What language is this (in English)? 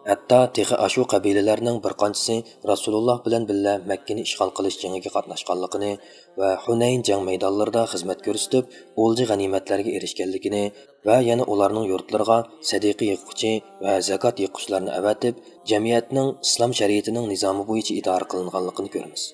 Uyghur